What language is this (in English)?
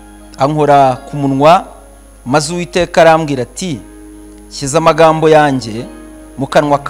Kinyarwanda